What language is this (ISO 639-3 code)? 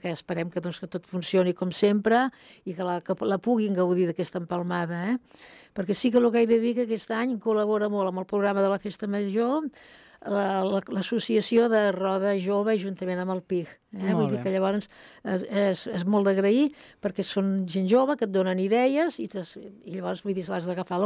cat